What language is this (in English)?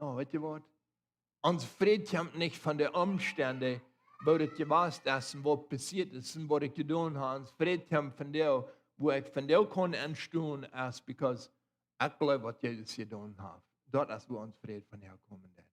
Plautdietsch